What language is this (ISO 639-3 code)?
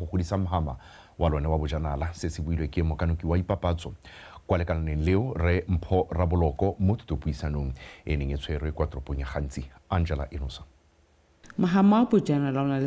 tsn